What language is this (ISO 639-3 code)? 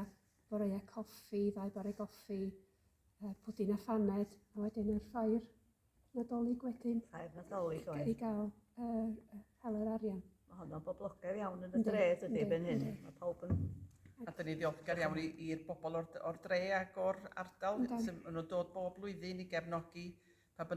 cym